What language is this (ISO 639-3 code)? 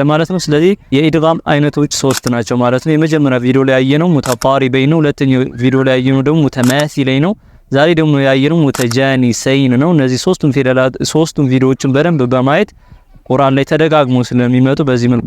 amh